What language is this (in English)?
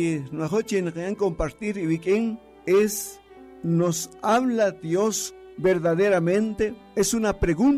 Kaqchikel